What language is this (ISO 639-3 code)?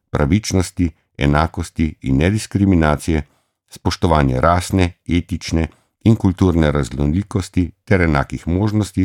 slv